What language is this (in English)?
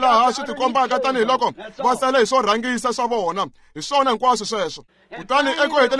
Tsonga